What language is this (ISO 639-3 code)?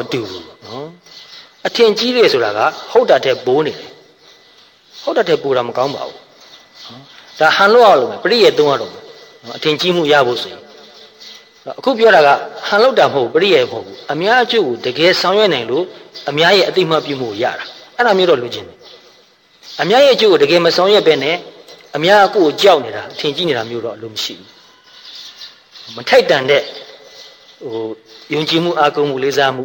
mya